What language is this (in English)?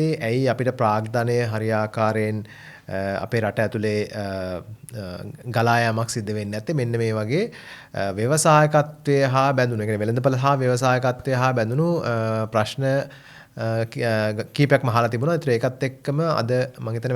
Sinhala